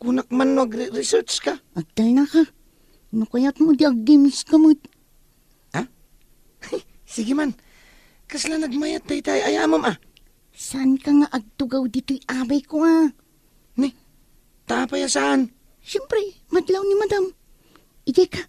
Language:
Iloko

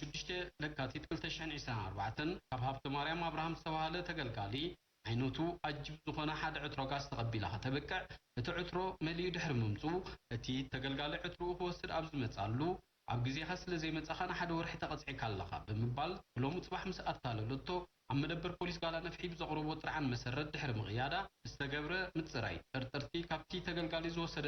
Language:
Tigrinya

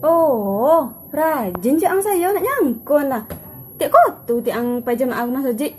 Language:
Minangkabau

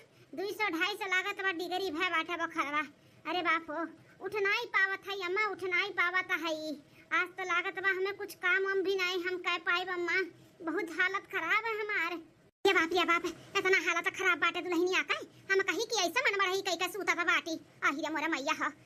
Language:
Awadhi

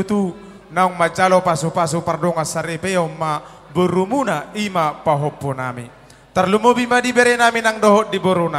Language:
Batak Toba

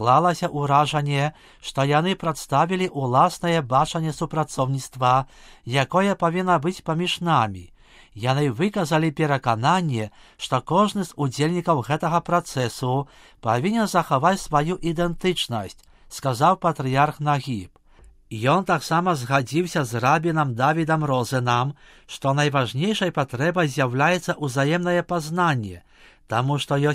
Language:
Belarusian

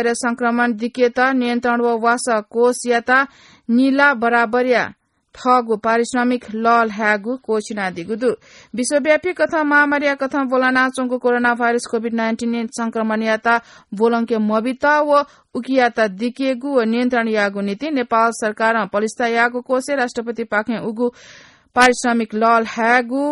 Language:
Newari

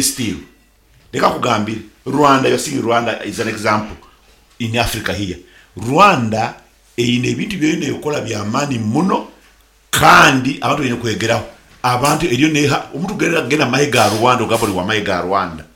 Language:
Nyankole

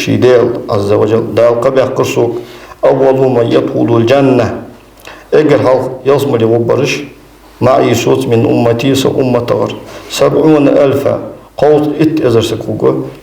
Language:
Ingush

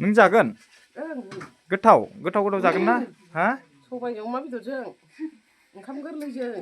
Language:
Bodo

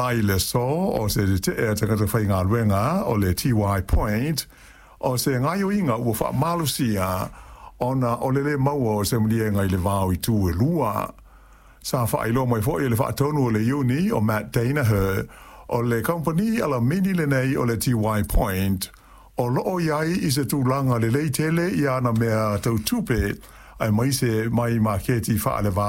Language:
Samoan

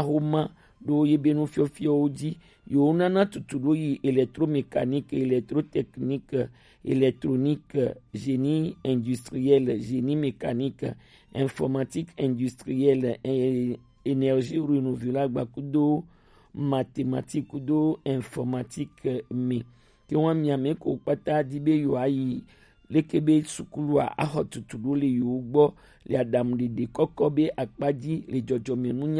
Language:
Gen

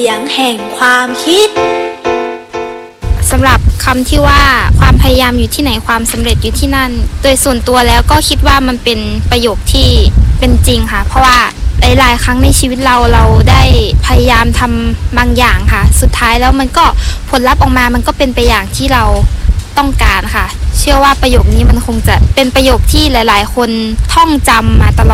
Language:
Thai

